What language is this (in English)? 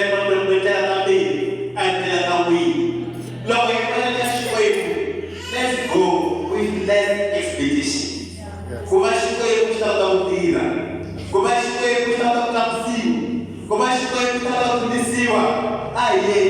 Tsonga